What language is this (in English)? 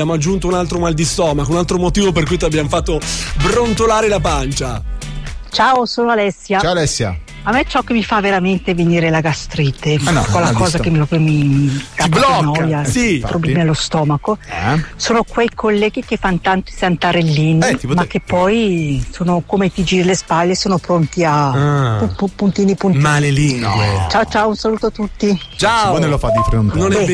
Italian